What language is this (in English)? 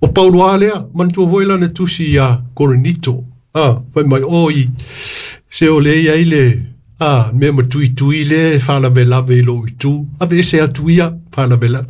Samoan